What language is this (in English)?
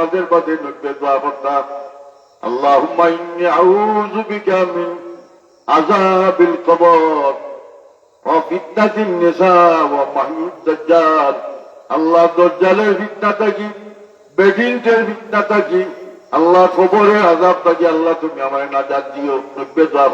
Sylheti